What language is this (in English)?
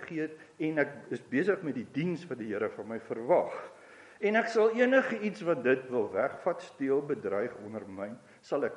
Afrikaans